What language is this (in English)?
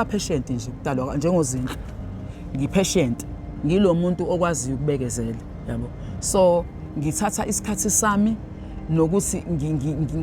Zulu